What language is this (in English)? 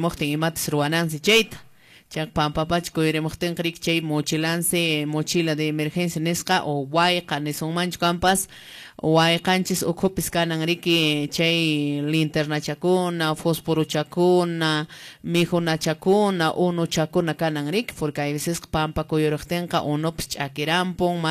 Quechua